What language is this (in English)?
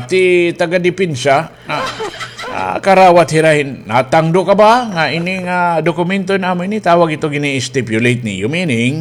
Waray